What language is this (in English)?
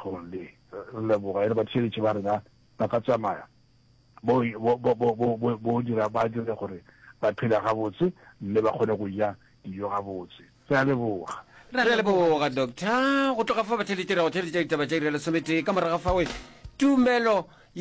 Northern Sotho